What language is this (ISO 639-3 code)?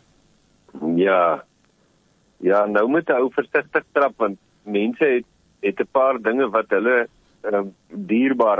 afr